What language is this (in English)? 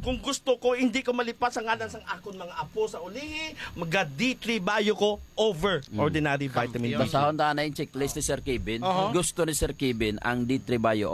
Hiligaynon